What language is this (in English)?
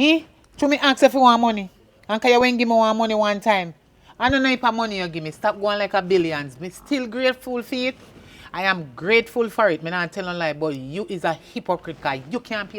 Jamaican Creole English